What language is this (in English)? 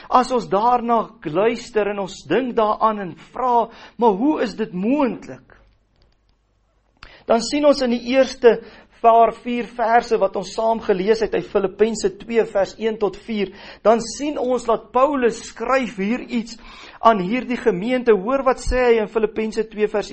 Afrikaans